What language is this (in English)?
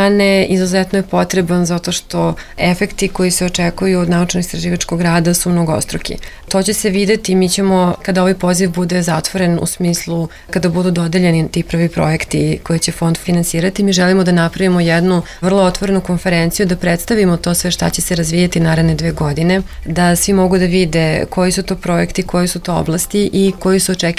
Serbian